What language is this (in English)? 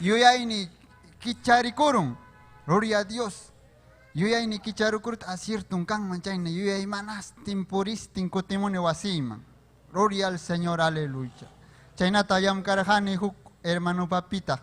Ayacucho Quechua